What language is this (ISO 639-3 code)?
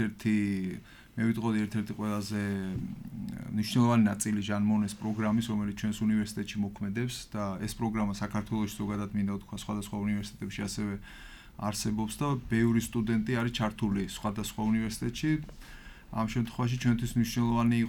kat